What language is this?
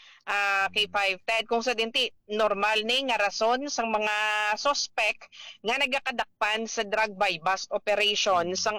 Hiligaynon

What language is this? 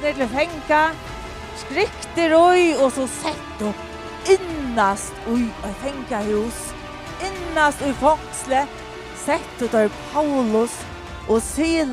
Faroese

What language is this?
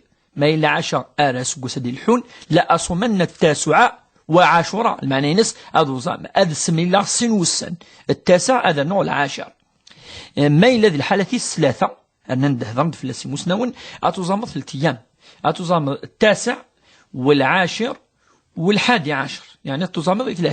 Kabyle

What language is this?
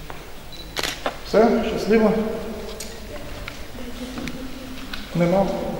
Ukrainian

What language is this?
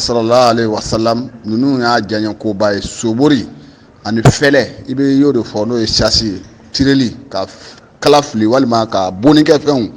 Bambara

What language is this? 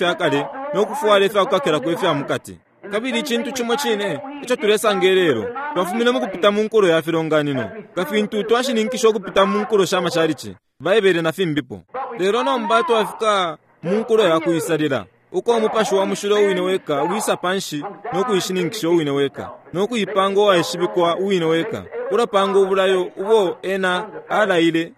Bemba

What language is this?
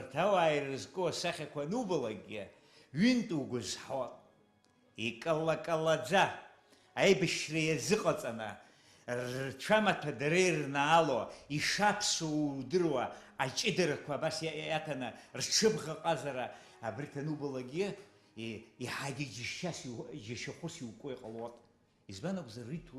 Abkhazian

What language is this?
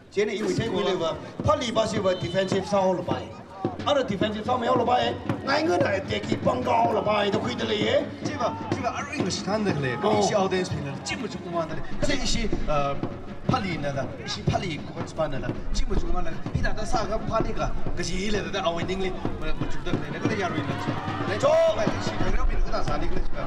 Tangkhul Naga (India)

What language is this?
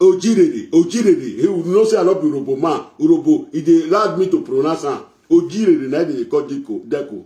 Nigerian Pidgin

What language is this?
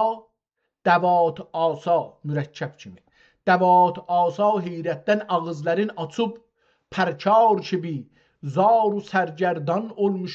South Azerbaijani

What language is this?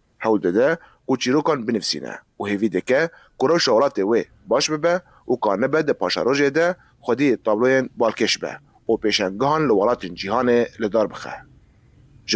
Kurdish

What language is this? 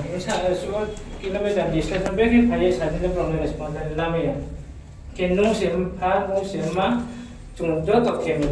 Riang (India)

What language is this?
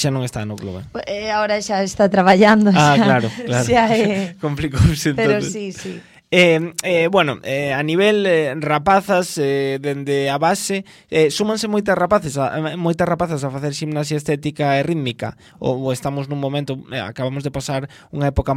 Galician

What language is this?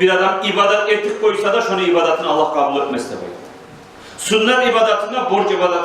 Kumyk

